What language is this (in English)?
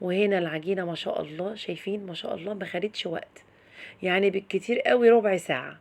Egyptian Arabic